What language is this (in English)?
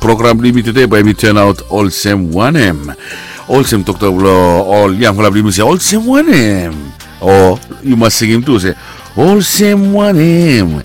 Bislama